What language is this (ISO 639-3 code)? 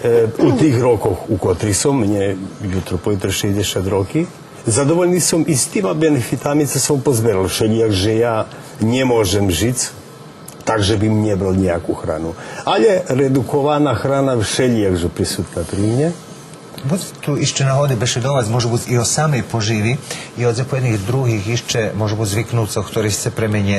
rue